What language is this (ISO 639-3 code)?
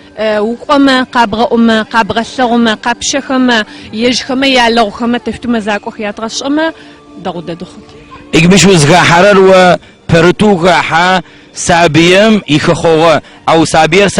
ady